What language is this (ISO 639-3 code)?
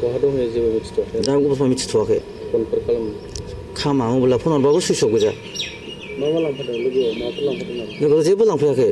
brx